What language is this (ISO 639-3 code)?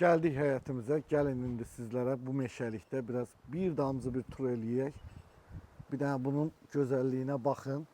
aze